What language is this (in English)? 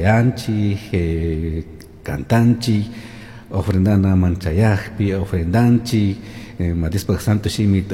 Chimborazo Highland Quichua